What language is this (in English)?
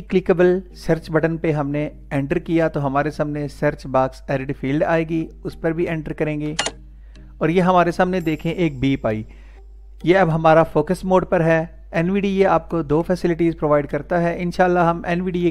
Hindi